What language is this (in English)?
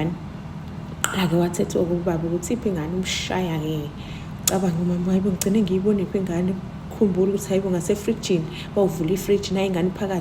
Zulu